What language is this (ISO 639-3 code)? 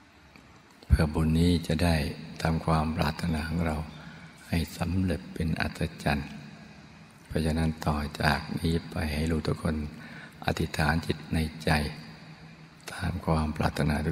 tha